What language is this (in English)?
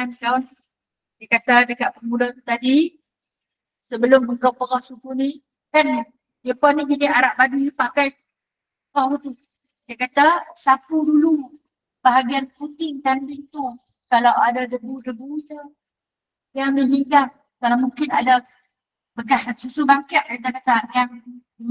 Malay